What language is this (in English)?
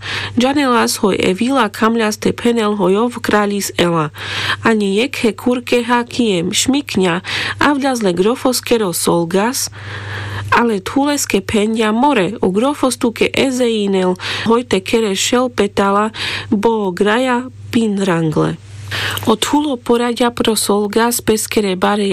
Carpathian Romani